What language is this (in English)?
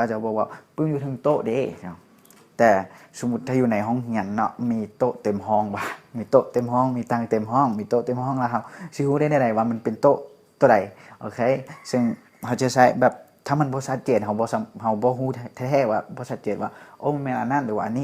Lao